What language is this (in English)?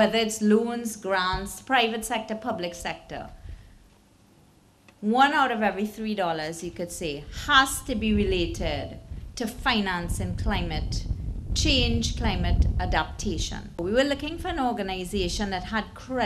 English